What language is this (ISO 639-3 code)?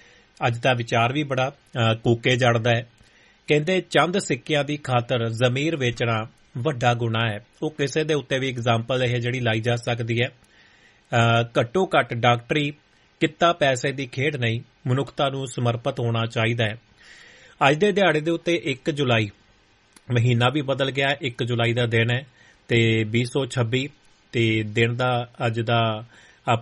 pan